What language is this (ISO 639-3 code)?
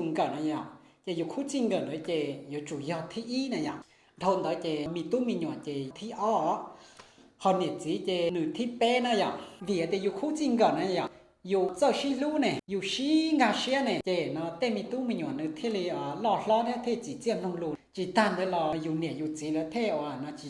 hmn